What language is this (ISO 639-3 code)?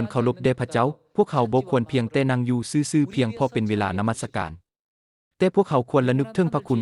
lao